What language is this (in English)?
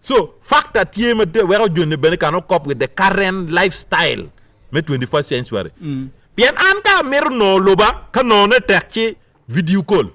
Acoli